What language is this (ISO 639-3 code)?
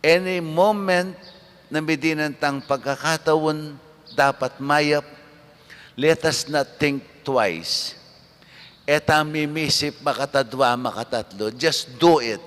pam